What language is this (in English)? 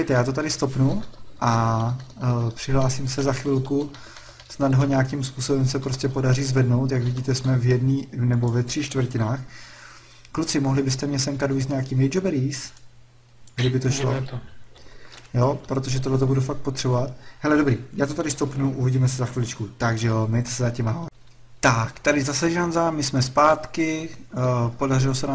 Czech